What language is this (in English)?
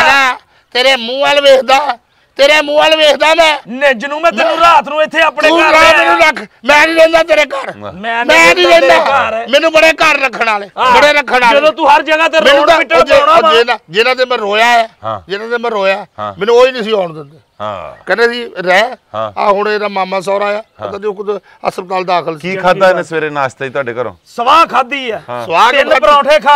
Punjabi